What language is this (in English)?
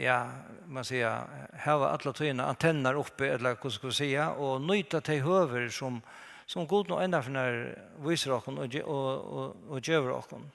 Faroese